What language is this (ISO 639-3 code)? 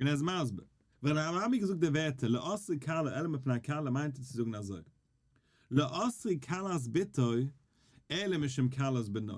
yid